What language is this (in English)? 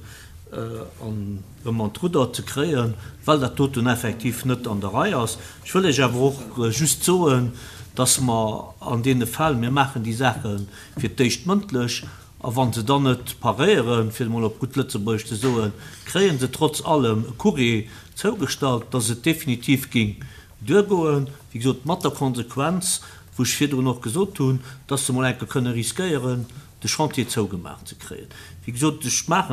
Luxembourgish